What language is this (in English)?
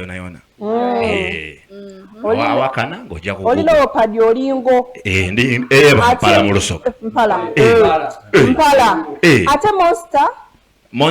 Soga